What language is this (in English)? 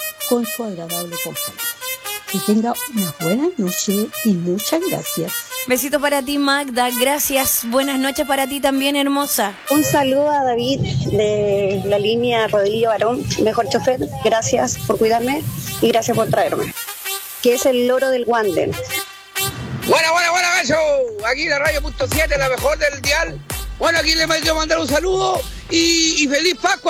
Spanish